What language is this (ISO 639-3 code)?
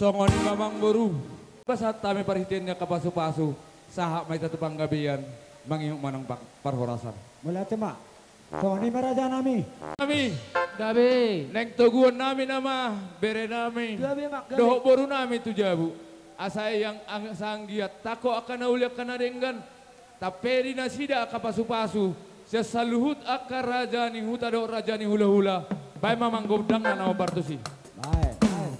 bbc